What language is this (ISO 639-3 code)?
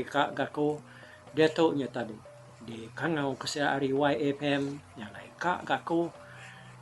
iba